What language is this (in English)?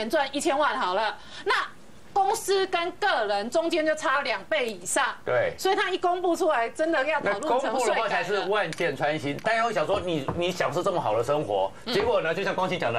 Chinese